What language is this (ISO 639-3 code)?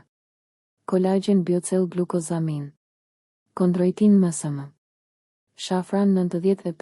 sqi